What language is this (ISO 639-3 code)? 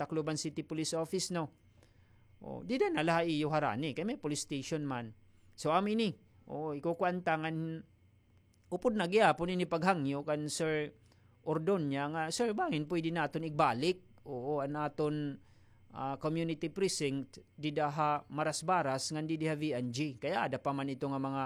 war